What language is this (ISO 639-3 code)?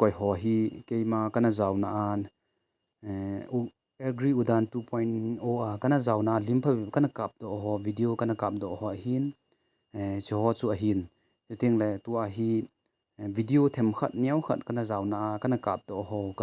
tcz